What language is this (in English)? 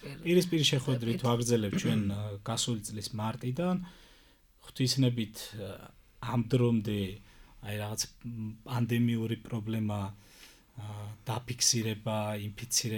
Georgian